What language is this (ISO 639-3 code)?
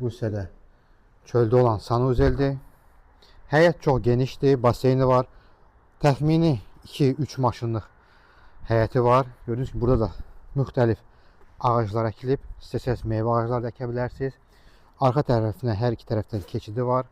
aze